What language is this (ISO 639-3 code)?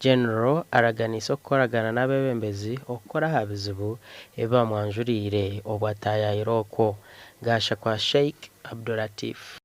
nyn